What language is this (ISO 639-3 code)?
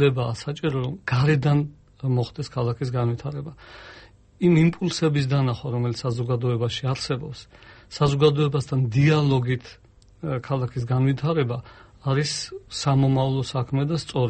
kat